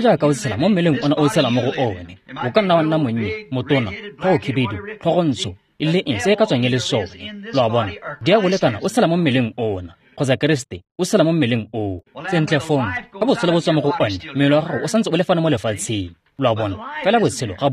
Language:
Tswana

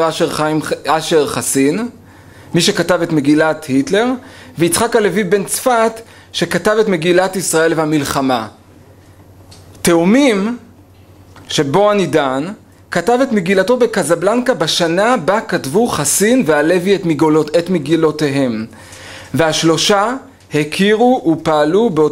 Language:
Hebrew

